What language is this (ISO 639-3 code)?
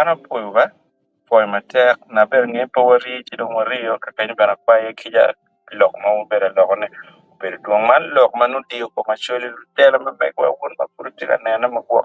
ach